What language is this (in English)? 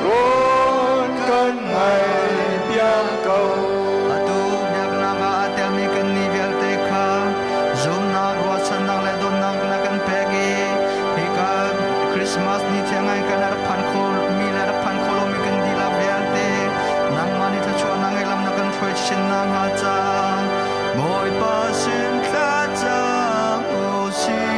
Hakha Chin